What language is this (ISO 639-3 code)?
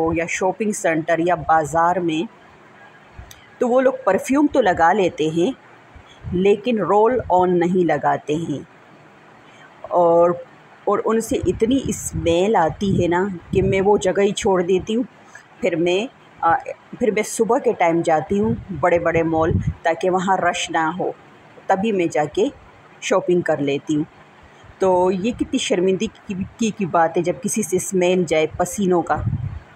hin